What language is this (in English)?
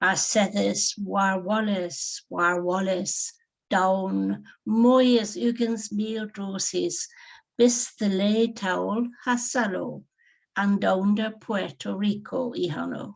Cornish